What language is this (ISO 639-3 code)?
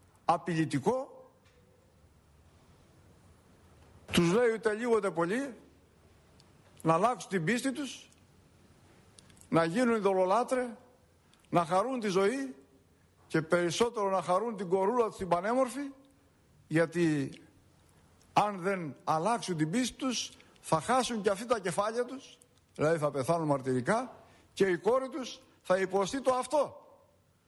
ell